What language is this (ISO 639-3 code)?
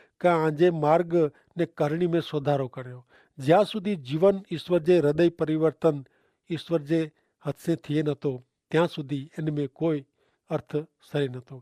kfr